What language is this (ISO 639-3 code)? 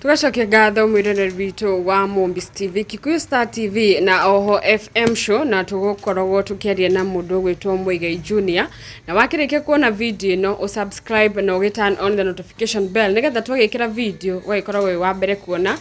kik